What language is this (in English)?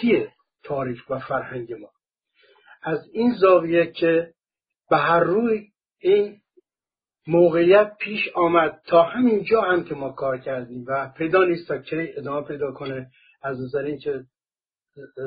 Persian